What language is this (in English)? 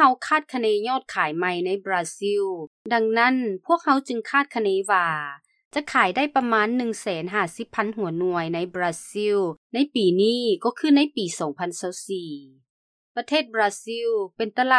Lao